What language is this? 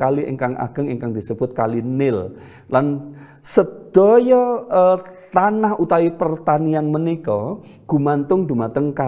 Javanese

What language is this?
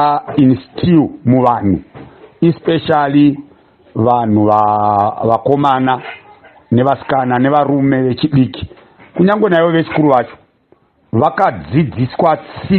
Shona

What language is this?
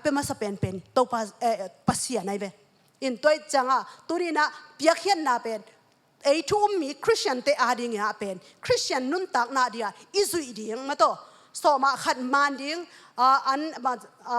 Tedim Chin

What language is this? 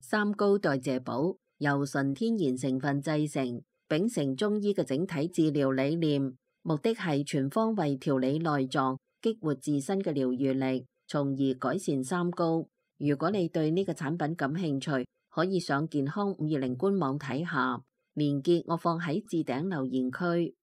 Cantonese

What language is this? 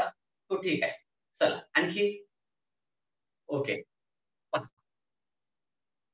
Marathi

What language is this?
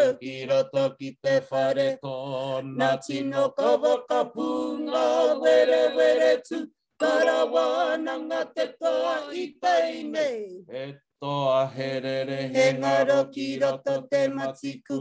Māori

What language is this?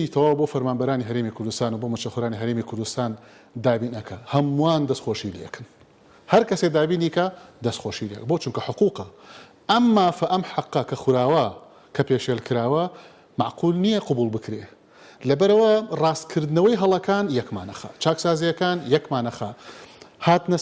Central Kurdish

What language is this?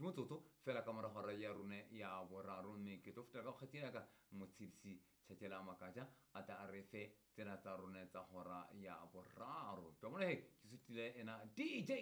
Southern Sotho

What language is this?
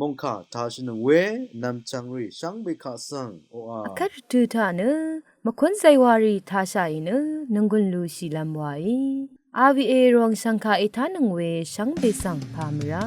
Rawang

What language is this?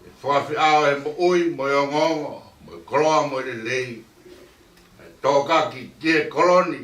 Tongan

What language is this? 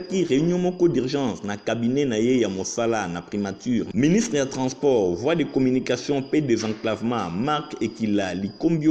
Lingala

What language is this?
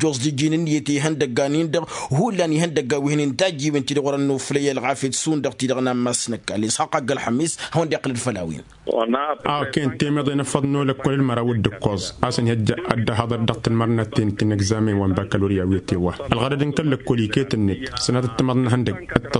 Tamasheq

